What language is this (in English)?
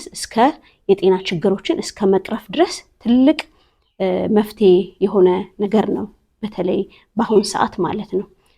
Amharic